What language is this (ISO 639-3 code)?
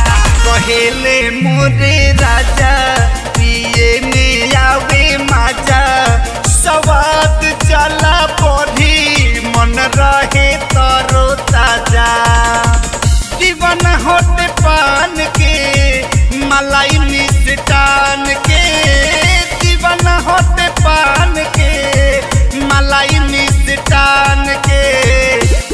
bho